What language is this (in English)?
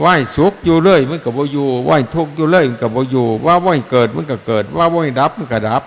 Northeastern Thai